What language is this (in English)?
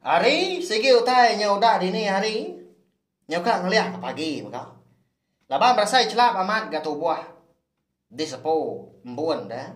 Iban